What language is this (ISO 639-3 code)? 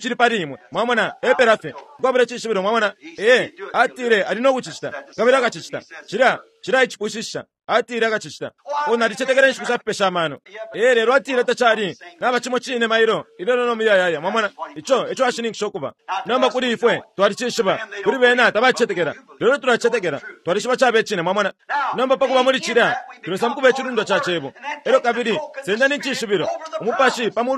bem